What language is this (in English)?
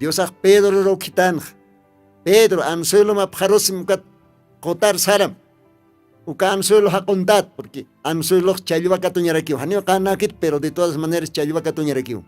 Aymara